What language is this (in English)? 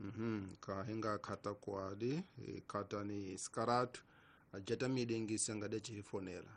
Tsonga